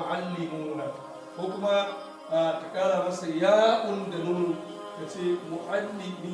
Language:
Hausa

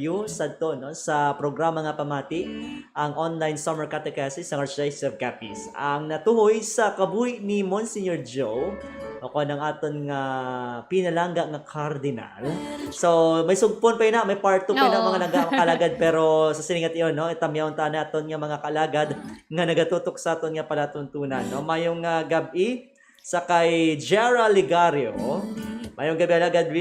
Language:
Hiligaynon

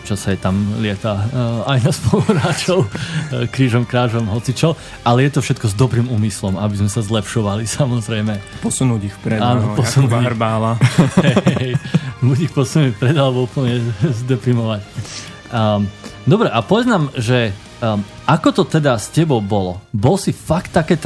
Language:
Slovak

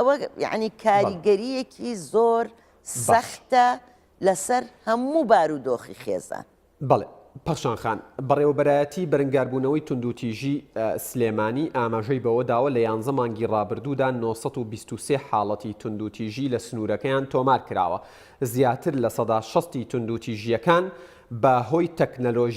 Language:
Central Kurdish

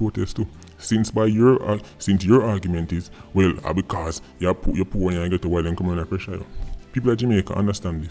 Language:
Jamaican Creole English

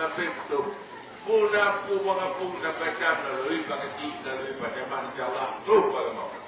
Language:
Achinese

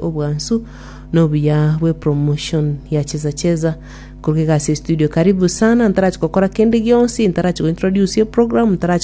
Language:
Gusii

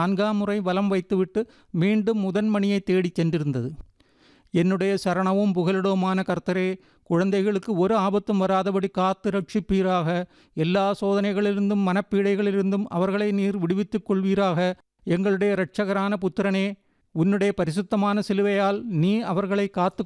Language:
Tamil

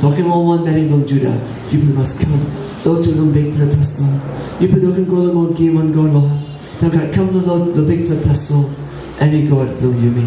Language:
Tok Pisin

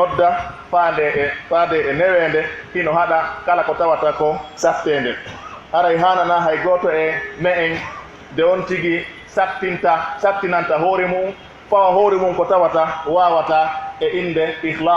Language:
Pular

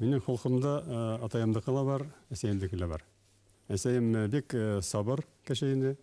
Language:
Bashkir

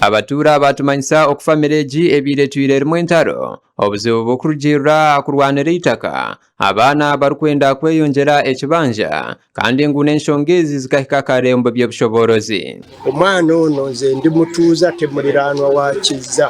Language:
Nyankole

